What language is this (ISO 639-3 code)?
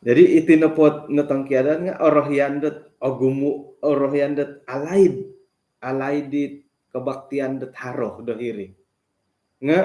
dtp